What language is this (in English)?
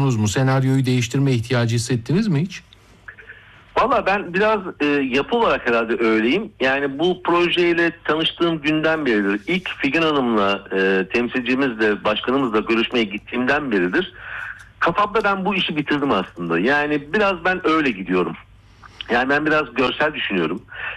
Turkish